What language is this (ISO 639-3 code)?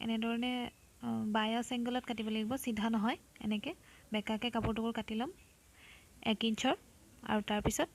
asm